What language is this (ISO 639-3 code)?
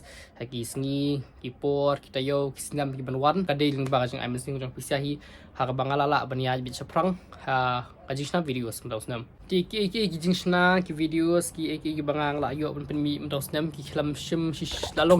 kha